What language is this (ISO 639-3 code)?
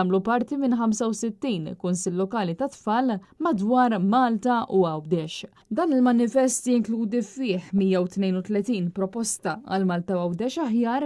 mlt